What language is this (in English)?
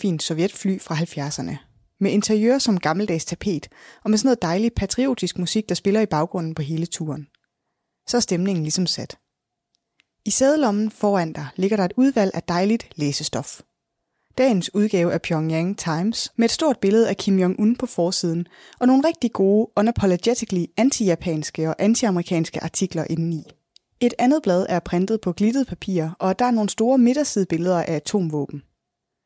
Danish